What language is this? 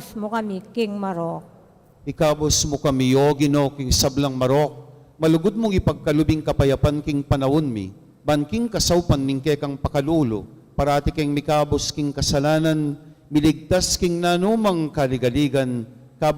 Pampanga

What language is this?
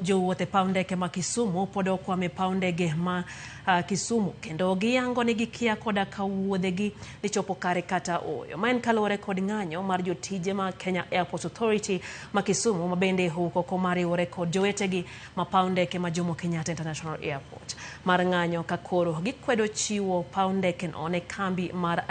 Luo (Kenya and Tanzania)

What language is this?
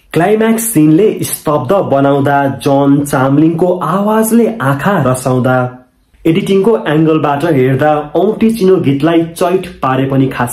Nepali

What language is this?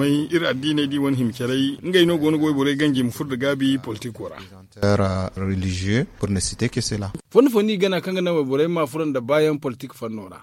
Zarma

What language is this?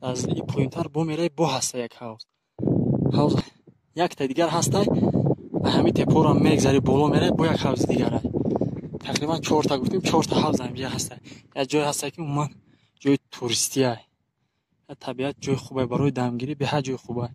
Tajik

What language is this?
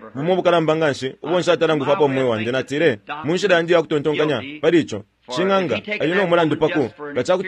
Bemba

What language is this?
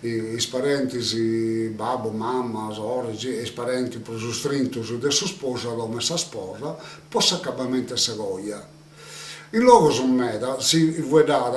Sardinian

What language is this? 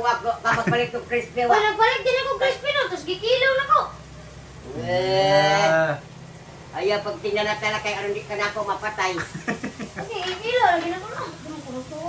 Cebuano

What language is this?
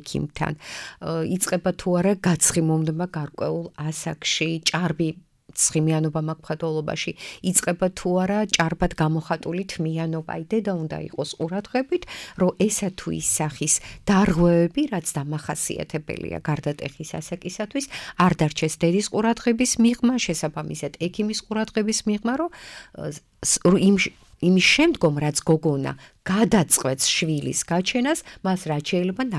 Georgian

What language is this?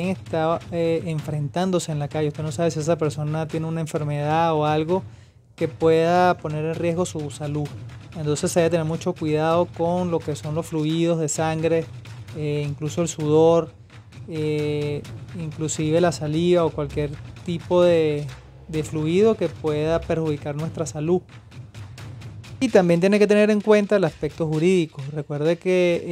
Spanish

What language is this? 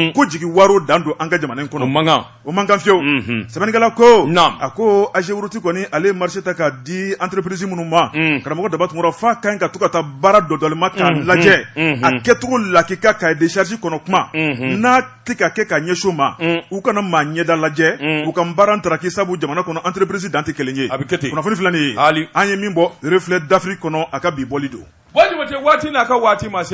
Bambara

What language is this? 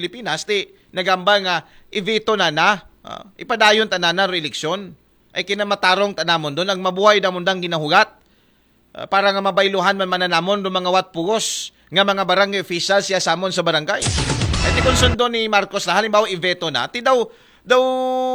Aklanon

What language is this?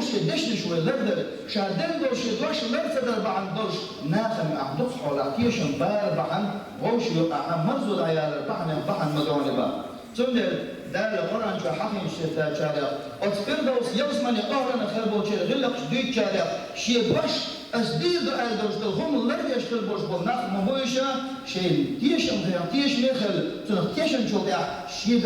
Chechen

